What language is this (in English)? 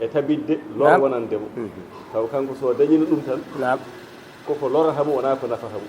Fula